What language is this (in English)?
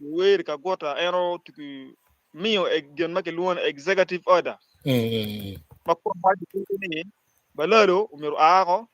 Acoli